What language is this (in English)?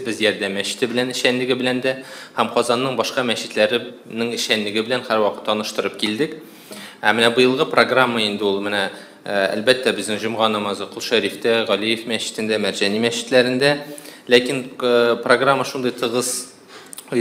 Tatar